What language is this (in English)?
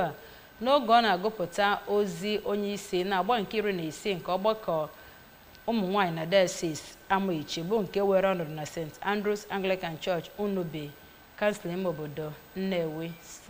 Igbo